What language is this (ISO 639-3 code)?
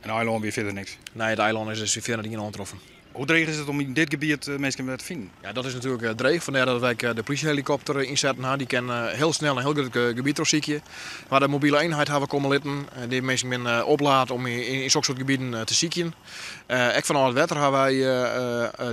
fry